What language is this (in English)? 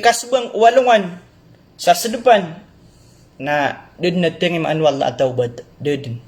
Maranao